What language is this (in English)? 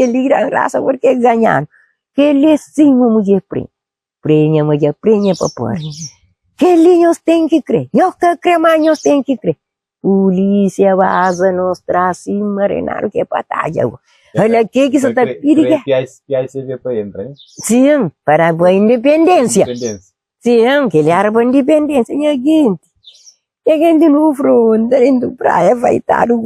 Kabuverdianu